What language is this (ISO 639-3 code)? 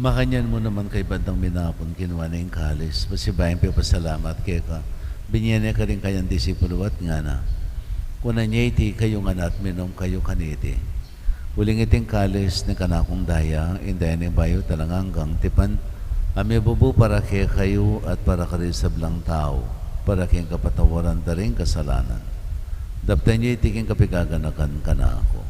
pam